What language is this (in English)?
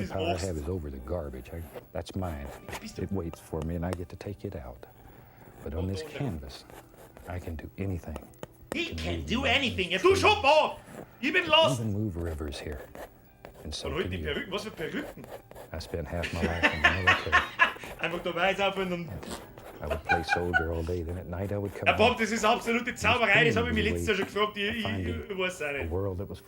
Bavarian